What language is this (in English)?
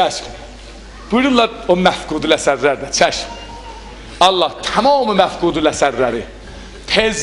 South Azerbaijani